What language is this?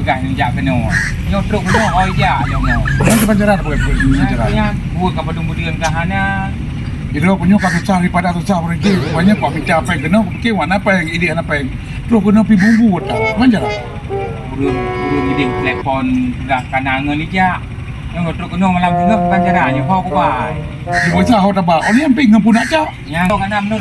Achinese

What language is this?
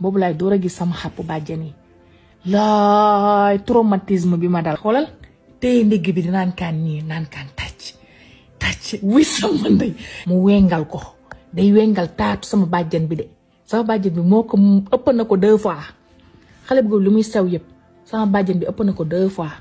Wolof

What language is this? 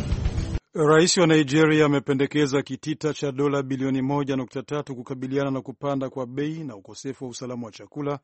Swahili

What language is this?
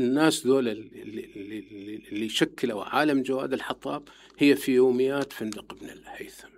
Mesopotamian Arabic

